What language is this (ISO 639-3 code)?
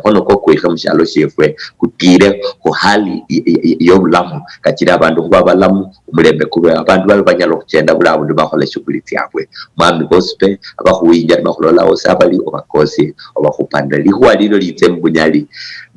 luy